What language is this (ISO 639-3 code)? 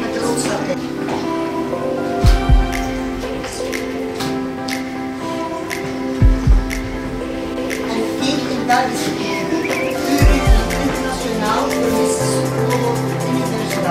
nld